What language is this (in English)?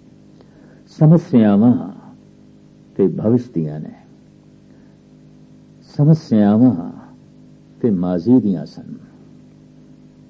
Punjabi